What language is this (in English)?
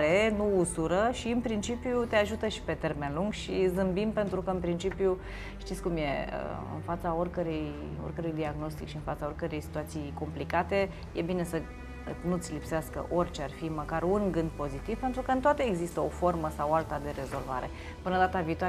Romanian